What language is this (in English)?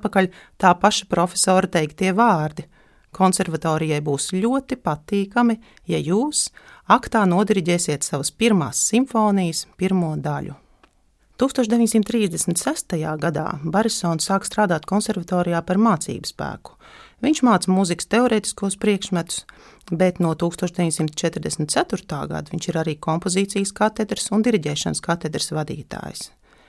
Latvian